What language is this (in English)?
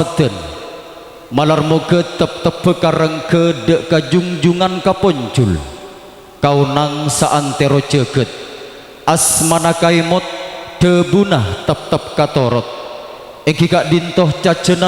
Madurese